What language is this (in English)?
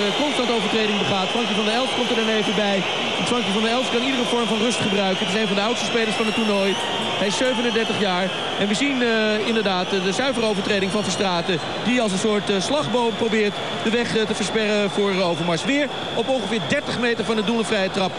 Dutch